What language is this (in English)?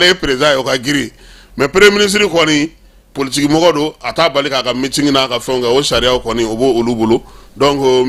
Bambara